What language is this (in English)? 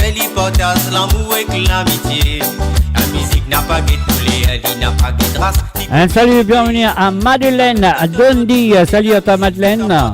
Morisyen